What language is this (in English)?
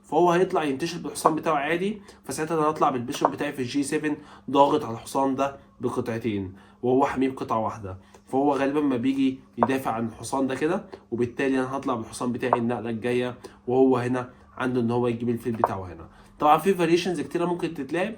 Egyptian Arabic